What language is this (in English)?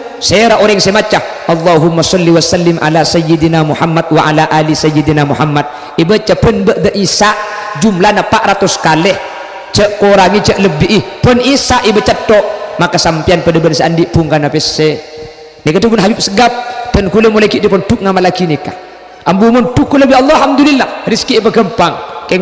Madurese